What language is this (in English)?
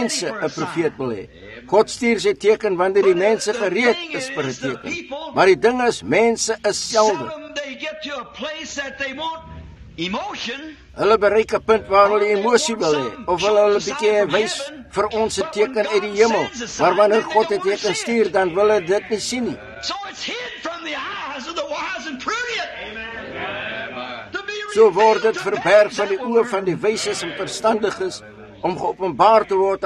Afrikaans